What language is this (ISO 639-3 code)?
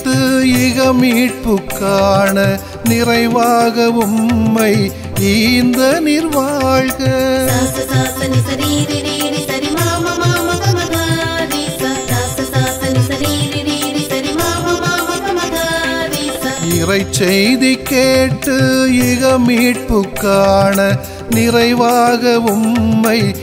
tam